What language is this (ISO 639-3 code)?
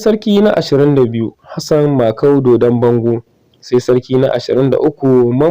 hau